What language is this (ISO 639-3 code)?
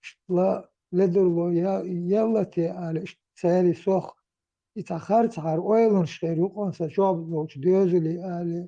che